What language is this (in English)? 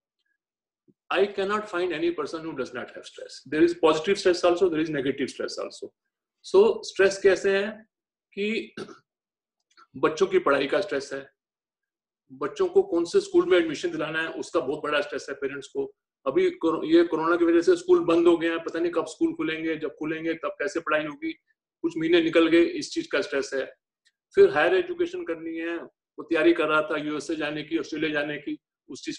Hindi